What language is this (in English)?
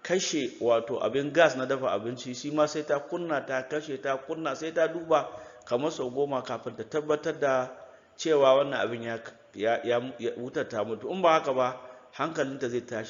Hausa